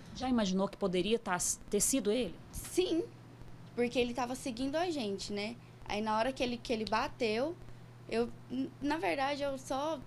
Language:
Portuguese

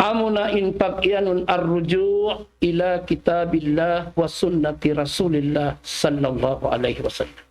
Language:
Tausug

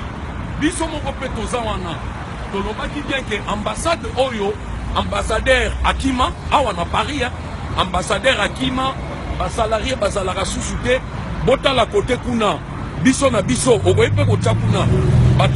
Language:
Lingala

